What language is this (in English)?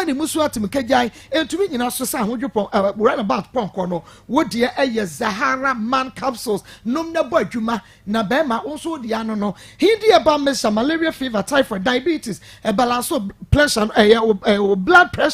Akan